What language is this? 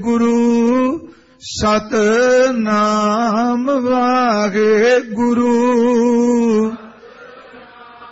Punjabi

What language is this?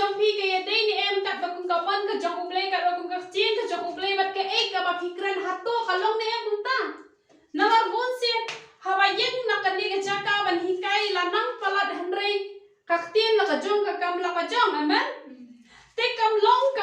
Khasi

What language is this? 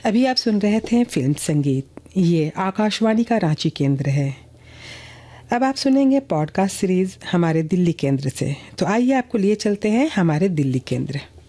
Hindi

